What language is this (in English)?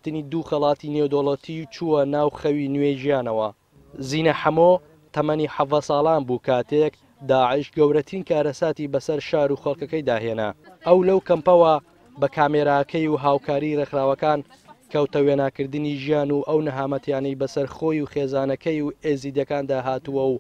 Central Kurdish